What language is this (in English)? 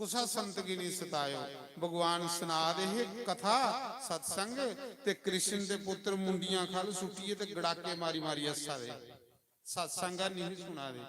Dogri